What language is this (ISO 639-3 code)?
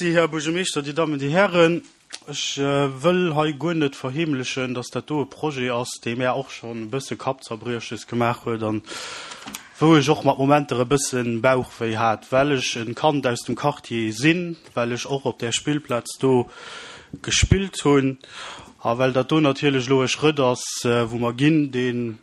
ltz